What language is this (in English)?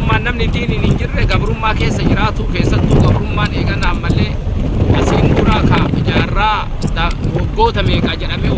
Oromo